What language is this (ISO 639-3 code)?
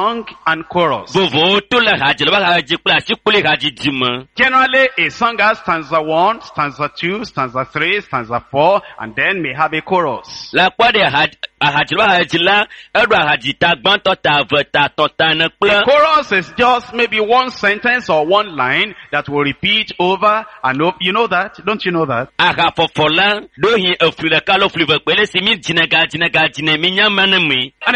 ewe